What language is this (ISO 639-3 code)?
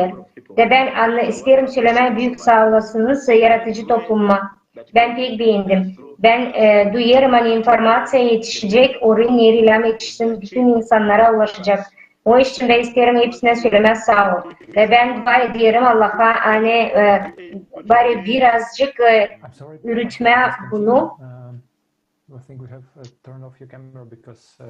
gag